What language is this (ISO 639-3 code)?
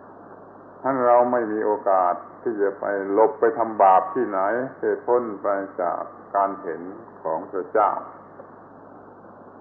tha